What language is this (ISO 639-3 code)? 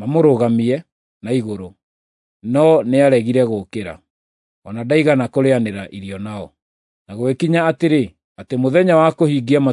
kik